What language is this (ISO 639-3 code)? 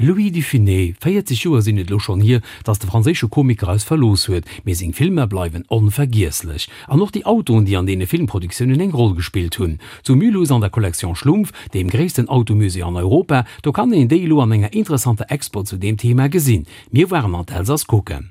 ltz